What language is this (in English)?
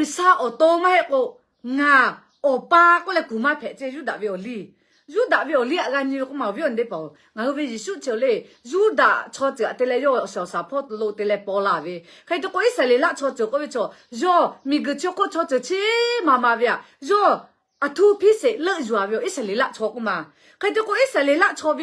Lahu